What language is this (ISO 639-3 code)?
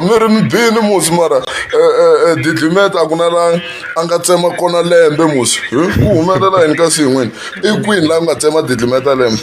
tso